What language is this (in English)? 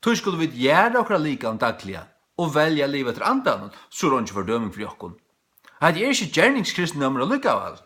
Faroese